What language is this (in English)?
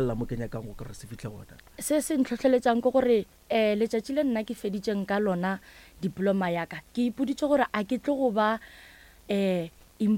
Northern Sotho